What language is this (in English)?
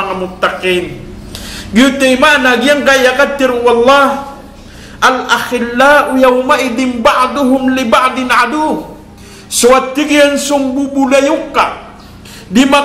Maranao